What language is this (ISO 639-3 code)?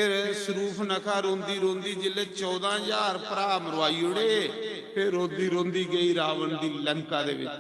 doi